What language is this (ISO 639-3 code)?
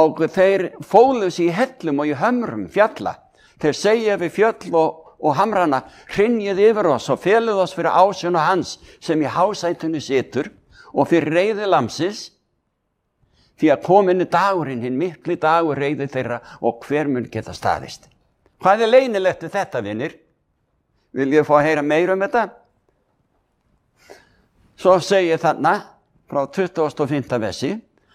isl